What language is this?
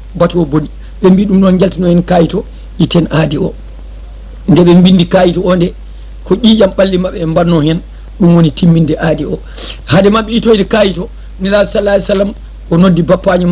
Fula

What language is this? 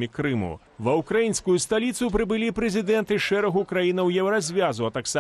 Belarusian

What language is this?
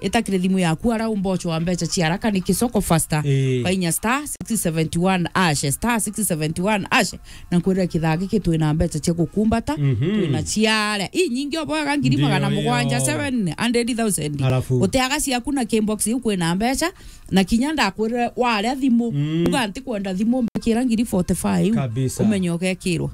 Meru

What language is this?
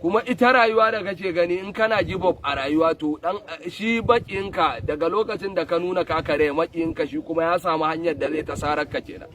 Hausa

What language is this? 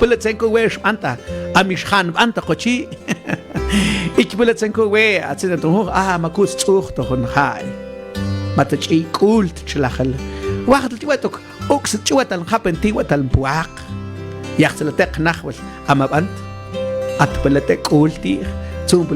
Mam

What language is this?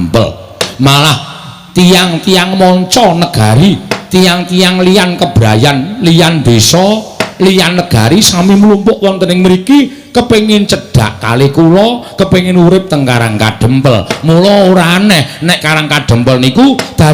Javanese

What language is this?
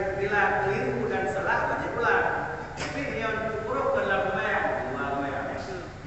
Achinese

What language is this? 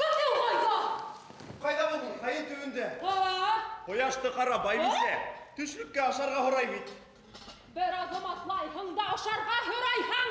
Bashkir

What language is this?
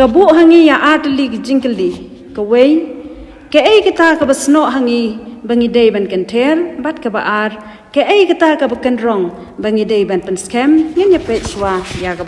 Khasi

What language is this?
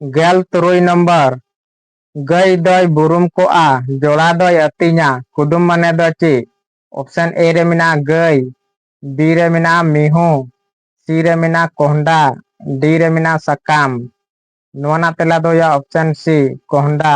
Santali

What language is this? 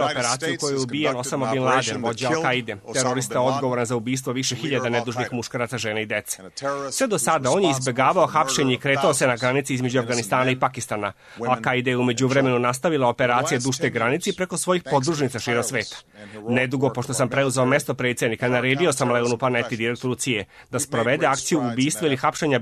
Serbian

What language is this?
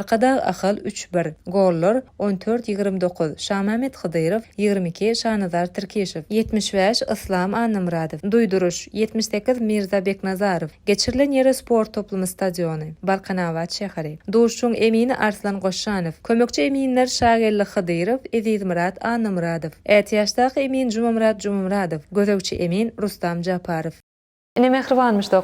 Turkmen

